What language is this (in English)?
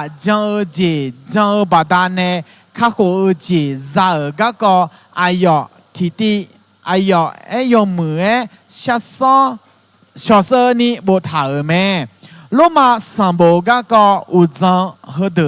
Akha